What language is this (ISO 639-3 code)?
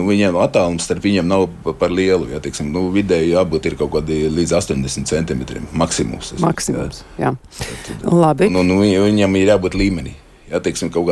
lav